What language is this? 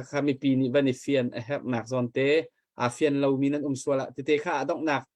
Hakha Chin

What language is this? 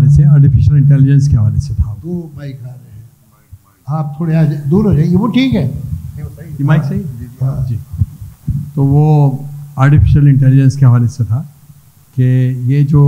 Urdu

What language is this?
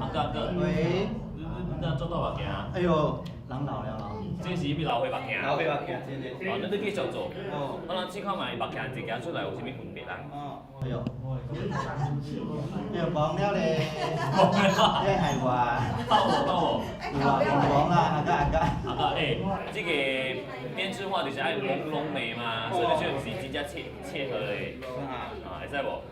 Min Nan Chinese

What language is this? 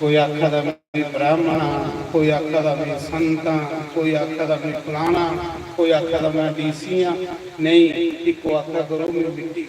Dogri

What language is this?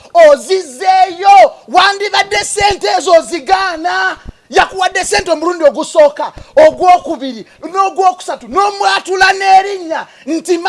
Ganda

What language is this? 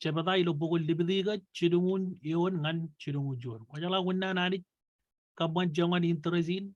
Marshallese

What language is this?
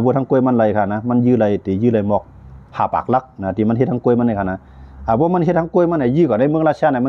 Shan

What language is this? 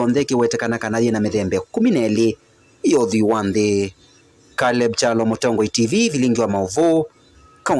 Kamba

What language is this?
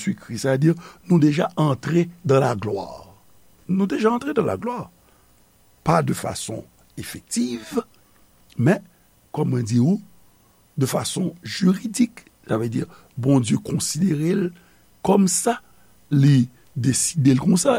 Haitian Creole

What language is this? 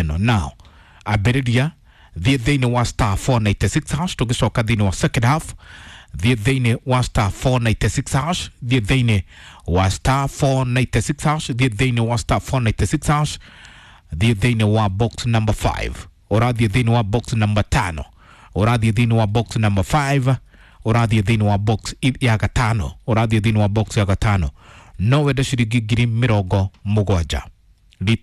Kikuyu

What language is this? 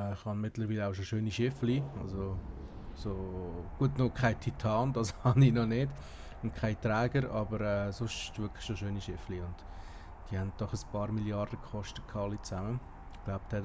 Swiss German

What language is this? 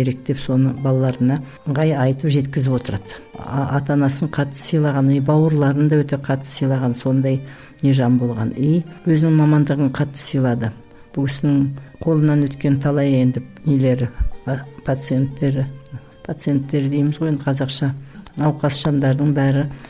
Kazakh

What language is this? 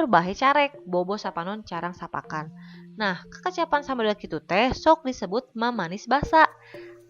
Sundanese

